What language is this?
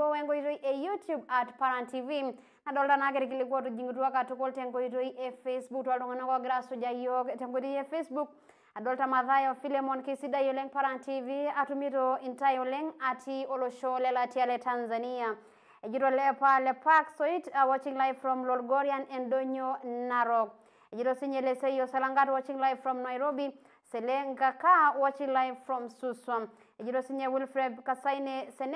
Masai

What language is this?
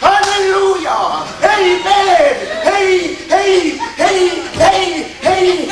Jamaican Creole English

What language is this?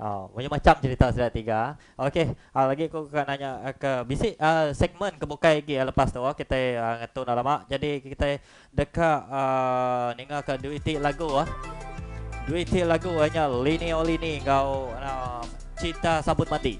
Iban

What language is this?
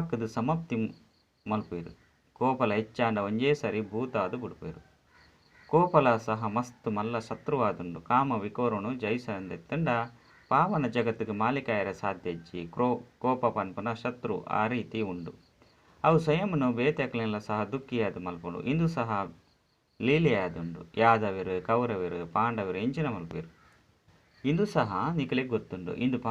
Tulu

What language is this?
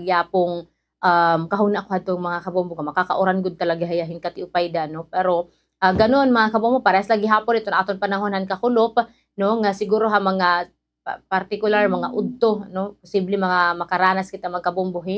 Waray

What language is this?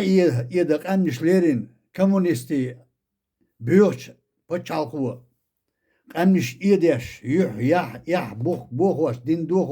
Chechen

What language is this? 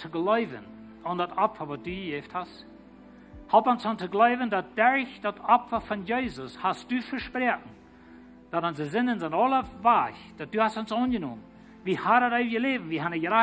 Plautdietsch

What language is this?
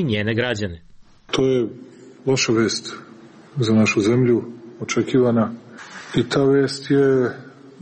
Serbian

